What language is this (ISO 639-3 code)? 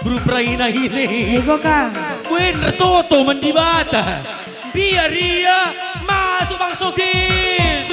btx